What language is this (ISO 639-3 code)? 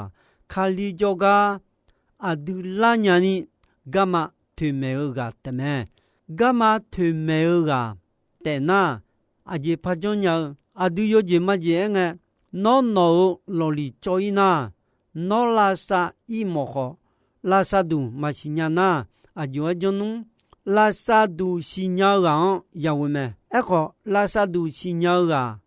ahk